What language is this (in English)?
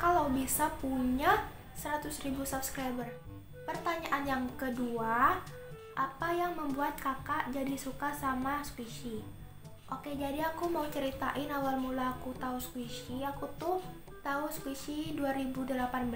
Indonesian